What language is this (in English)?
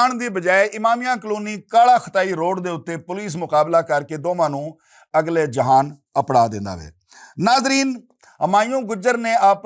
Western Panjabi